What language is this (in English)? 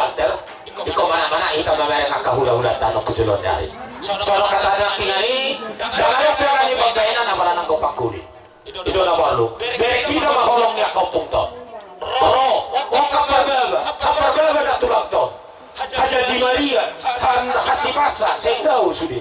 Batak Toba